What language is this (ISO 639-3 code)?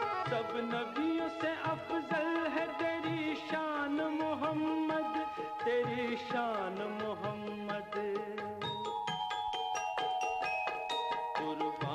urd